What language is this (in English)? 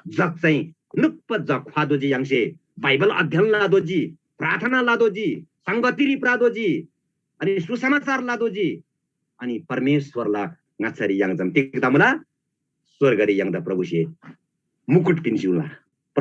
Eastern Tamang